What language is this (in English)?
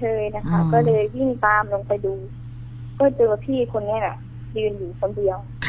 Thai